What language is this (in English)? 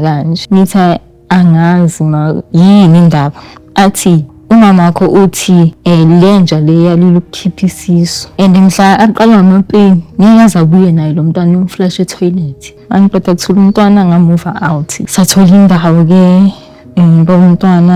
Zulu